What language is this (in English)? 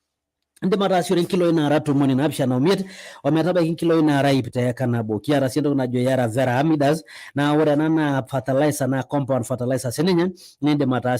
Masai